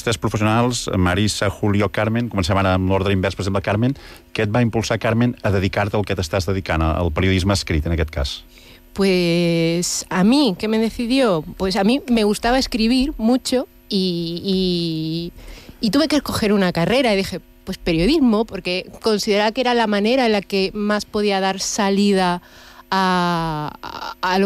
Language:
Catalan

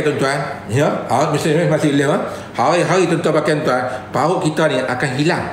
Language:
Malay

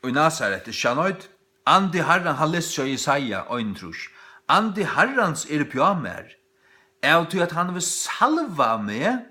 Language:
Faroese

